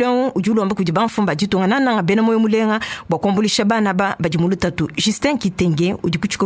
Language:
Luba-Lulua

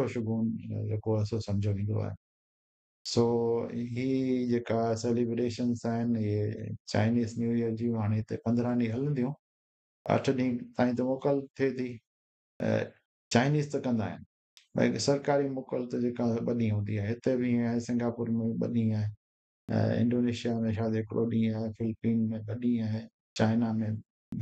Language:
Sindhi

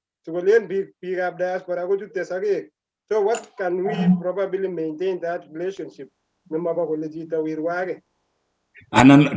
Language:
Kalenjin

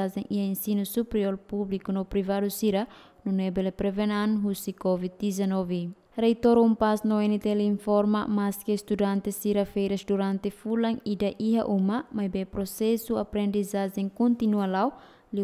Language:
Tetum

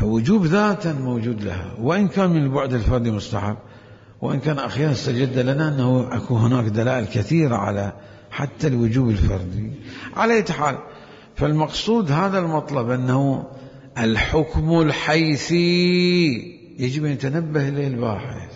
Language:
Mesopotamian Arabic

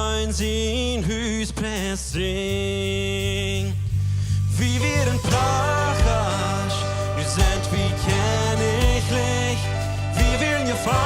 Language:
Plautdietsch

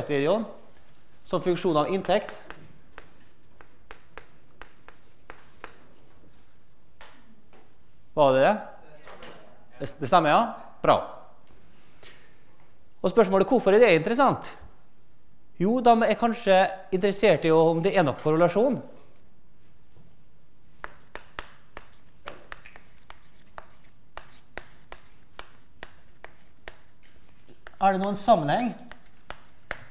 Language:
Norwegian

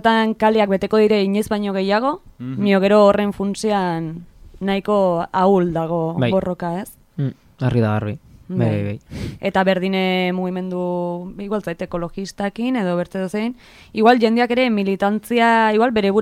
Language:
Basque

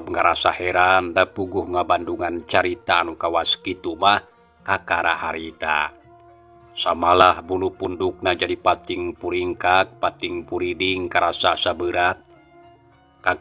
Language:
Sundanese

